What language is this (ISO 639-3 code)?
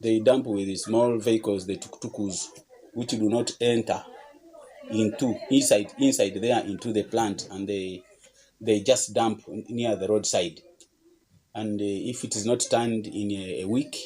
nyn